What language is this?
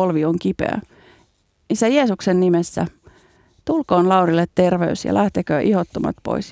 Finnish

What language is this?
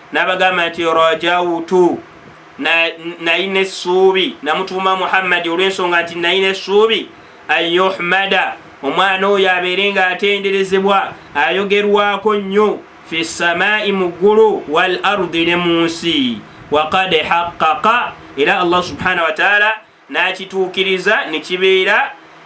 Ganda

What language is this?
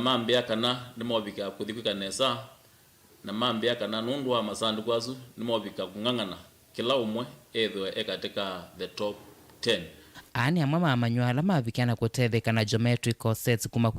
Kamba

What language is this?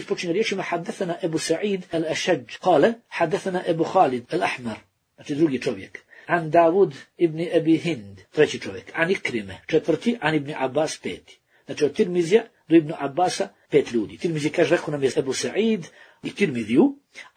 Bosnian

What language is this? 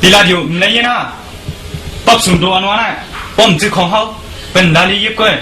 Shan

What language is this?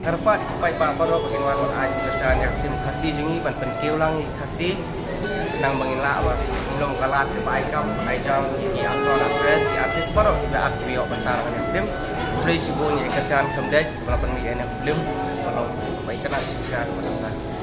Khasi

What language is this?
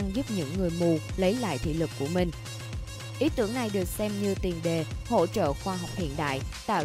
Vietnamese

